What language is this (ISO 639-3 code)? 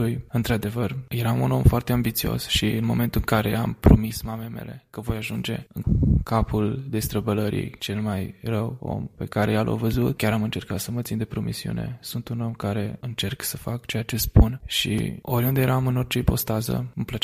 ron